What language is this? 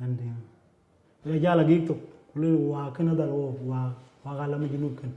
Dinka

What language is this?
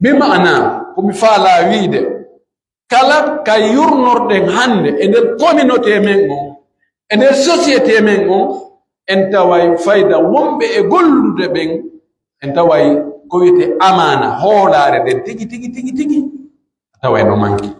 Pular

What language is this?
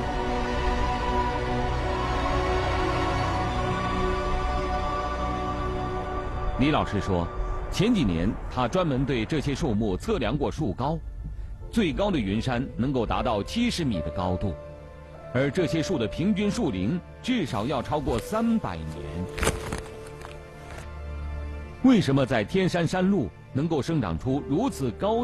Chinese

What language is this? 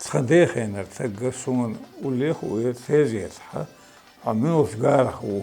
Chechen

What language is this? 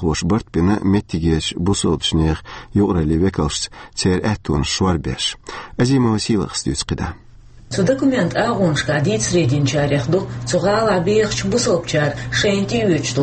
Chechen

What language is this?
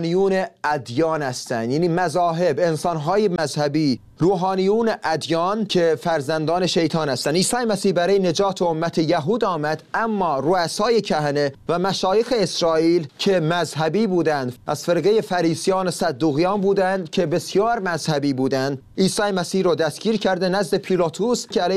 Persian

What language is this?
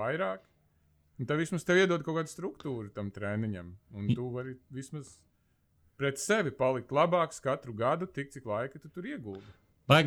Latvian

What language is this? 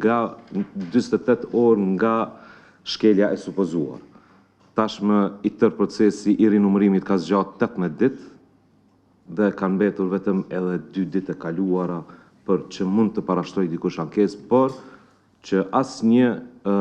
Albanian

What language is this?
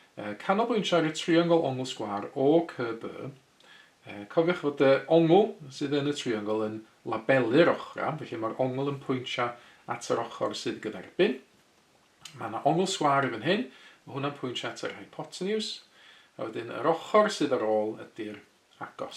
Welsh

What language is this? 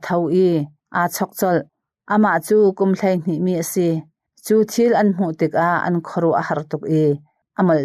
Hakha Chin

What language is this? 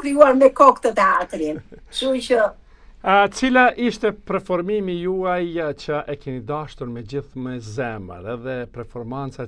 Albanian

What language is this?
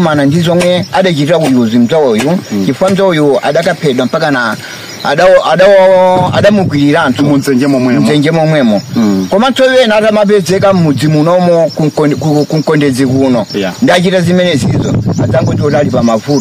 Nyanja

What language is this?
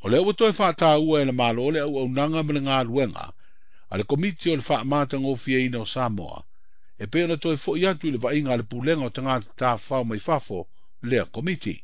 Samoan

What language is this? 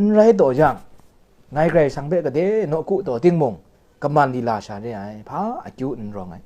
Kachin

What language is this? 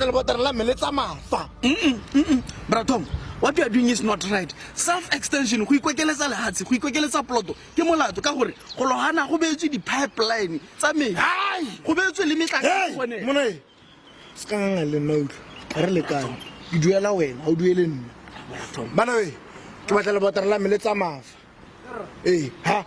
Tswana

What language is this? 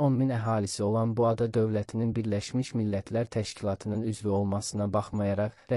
Azerbaijani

